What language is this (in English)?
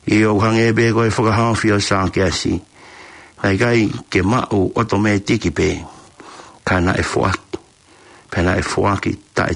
Tongan